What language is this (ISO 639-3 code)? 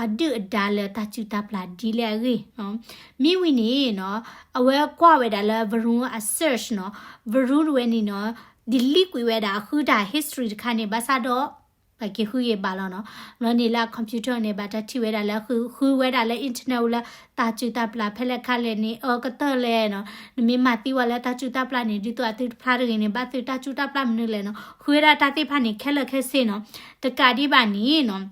ksw